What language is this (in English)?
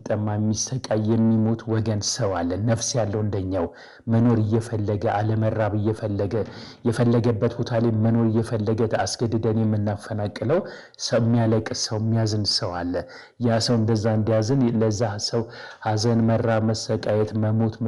Amharic